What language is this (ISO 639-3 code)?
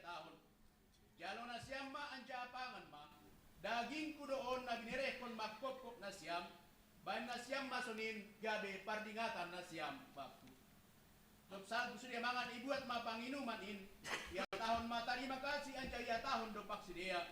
bts